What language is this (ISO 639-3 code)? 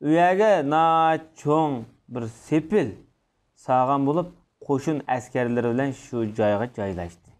uig